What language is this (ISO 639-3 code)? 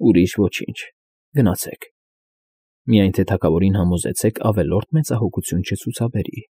hye